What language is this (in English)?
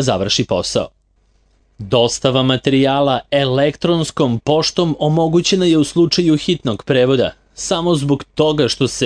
Serbian